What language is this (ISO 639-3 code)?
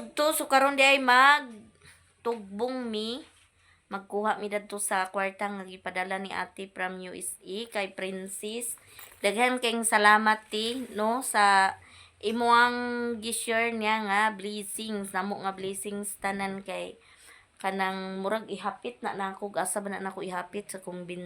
ceb